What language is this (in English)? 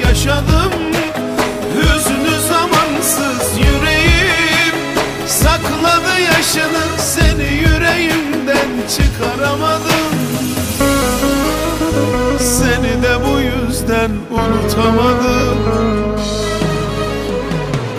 Turkish